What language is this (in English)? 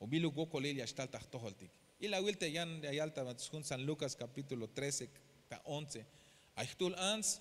Tzeltal